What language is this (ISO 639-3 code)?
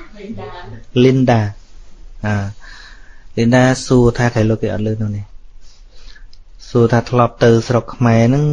khm